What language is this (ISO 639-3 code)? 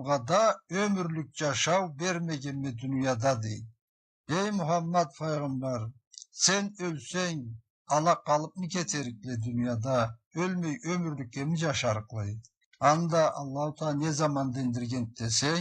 krc